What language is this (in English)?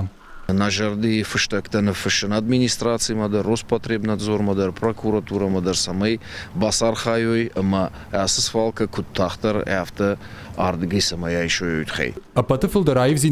Ossetic